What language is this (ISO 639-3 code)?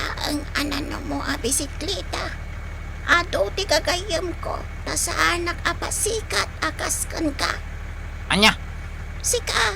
ilo